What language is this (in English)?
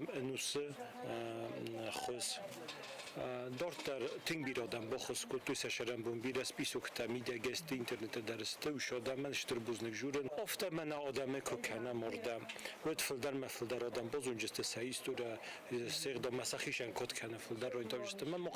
Ossetic